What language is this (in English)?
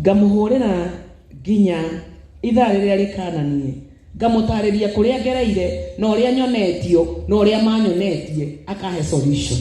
Kikuyu